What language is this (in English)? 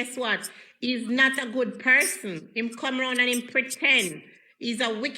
Jamaican Creole English